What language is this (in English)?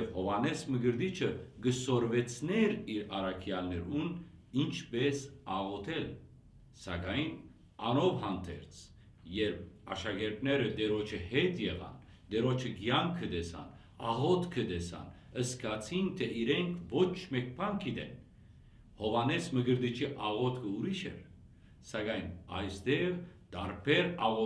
Western Armenian